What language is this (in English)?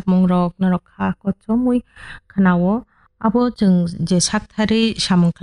Kok Borok